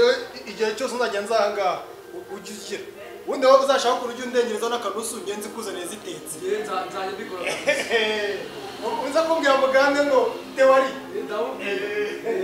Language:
Kinyarwanda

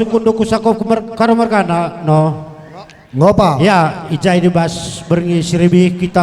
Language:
Batak Karo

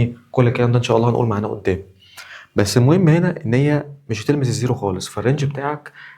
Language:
Egyptian Arabic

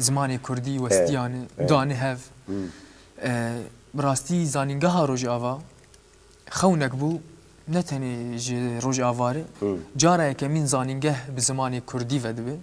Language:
Kurdish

